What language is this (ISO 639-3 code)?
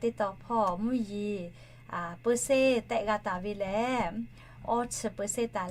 lhu